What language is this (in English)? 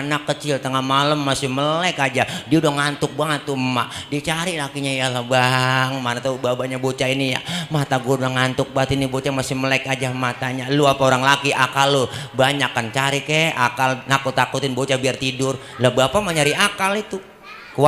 Betawi